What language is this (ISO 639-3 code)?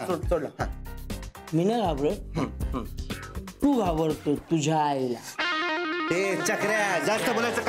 mar